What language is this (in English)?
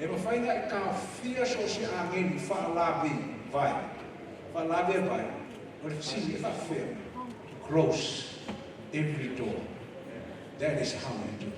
Samoan